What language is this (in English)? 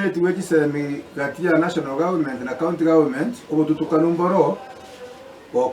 Gusii